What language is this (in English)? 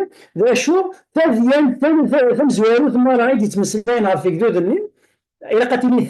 Kabyle